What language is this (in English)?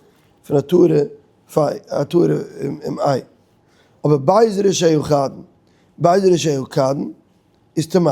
Yiddish